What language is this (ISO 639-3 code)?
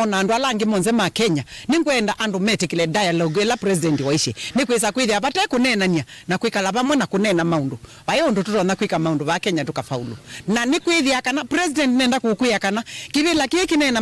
kam